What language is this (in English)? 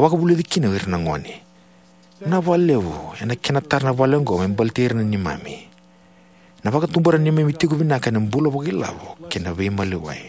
Fijian